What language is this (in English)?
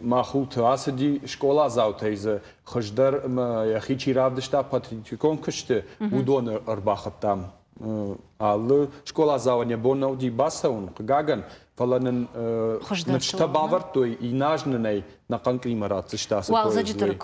Ossetic